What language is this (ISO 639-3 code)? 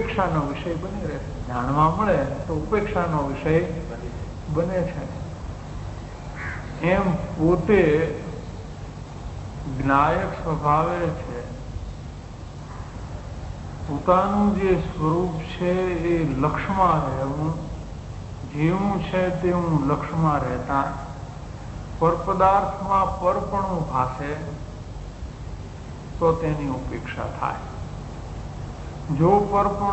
guj